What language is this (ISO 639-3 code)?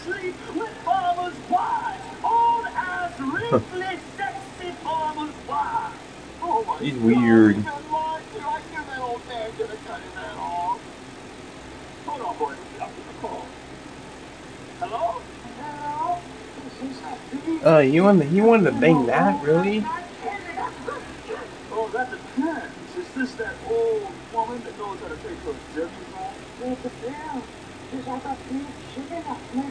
eng